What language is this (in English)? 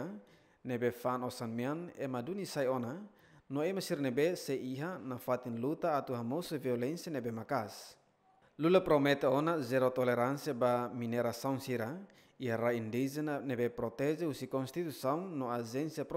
Tetum